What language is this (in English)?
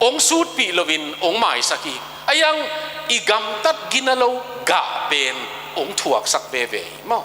Tedim Chin